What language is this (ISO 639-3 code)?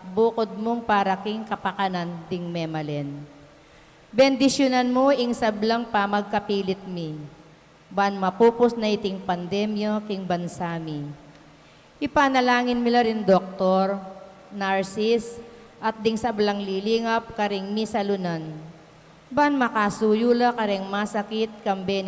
pam